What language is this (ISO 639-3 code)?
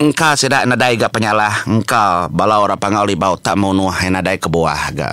iba